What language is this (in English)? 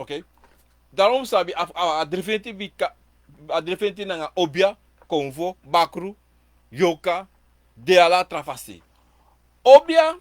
Sranan Tongo